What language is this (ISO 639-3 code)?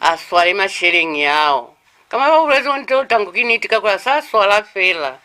loz